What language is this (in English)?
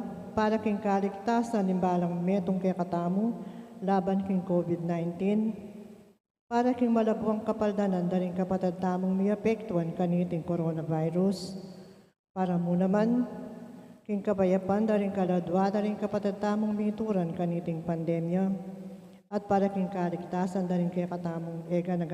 Pampanga